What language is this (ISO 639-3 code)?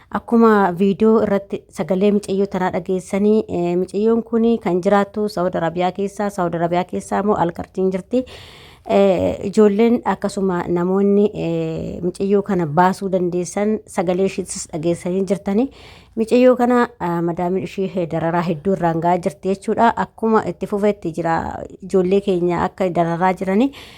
orm